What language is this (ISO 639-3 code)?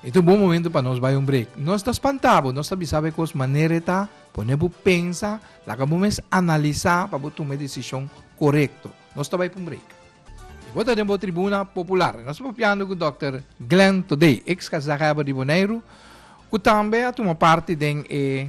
pap